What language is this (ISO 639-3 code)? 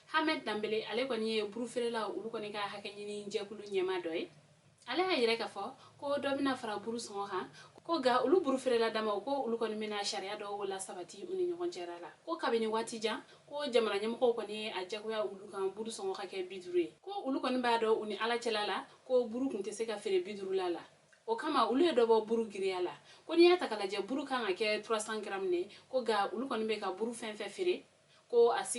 bam